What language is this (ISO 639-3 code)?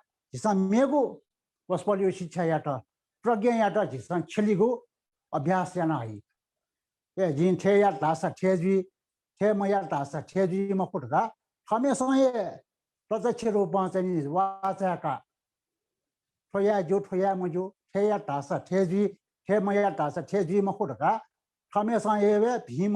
new